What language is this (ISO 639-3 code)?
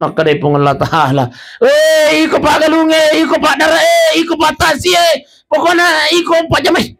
bug